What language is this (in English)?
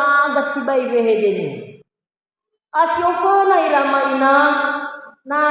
Nias